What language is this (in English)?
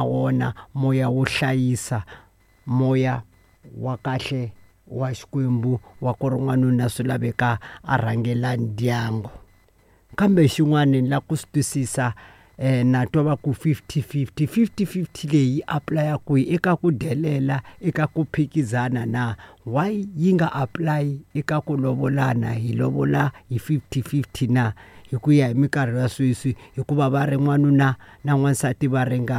Tsonga